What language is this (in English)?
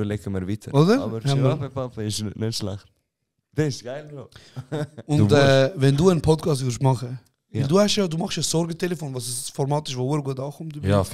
Swiss German